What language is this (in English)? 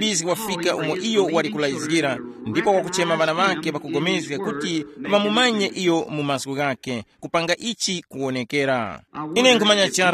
Tumbuka